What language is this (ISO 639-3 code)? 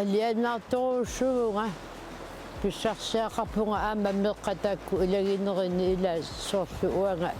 kal